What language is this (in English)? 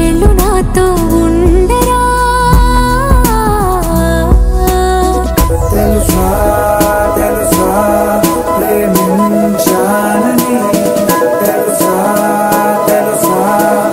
Telugu